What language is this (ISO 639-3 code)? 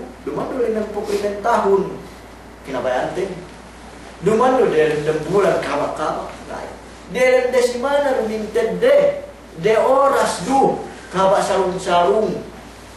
yka